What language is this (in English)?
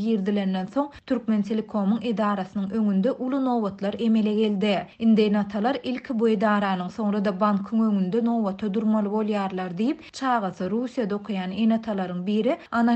Turkmen